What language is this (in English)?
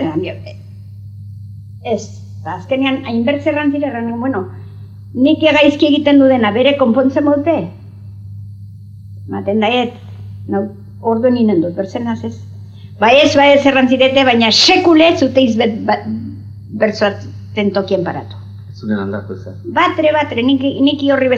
Basque